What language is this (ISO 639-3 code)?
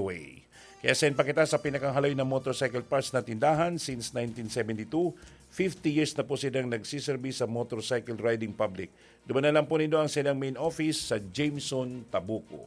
bik